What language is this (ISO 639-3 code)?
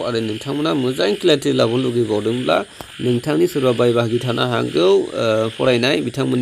brx